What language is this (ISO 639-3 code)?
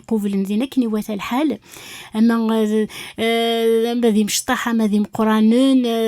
kab